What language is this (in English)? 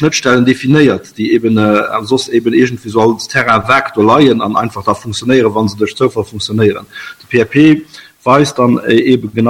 Luxembourgish